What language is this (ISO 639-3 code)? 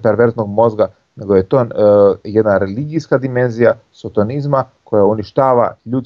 hrv